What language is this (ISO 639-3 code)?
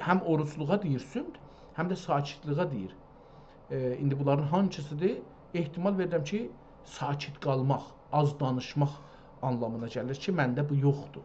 azb